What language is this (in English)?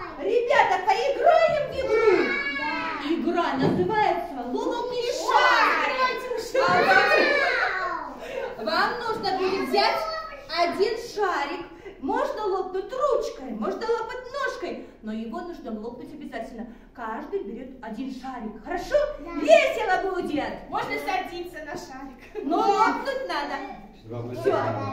Russian